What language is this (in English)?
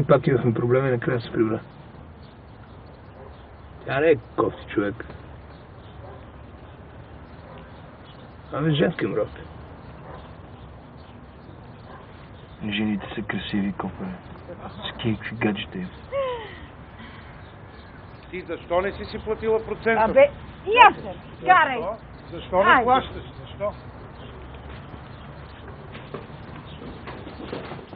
Bulgarian